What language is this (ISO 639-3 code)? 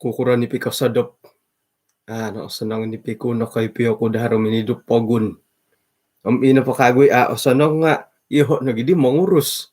dtp